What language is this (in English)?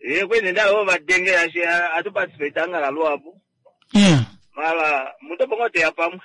Kuanyama